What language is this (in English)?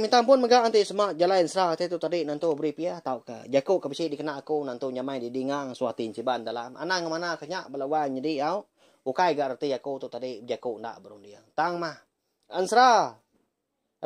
Iban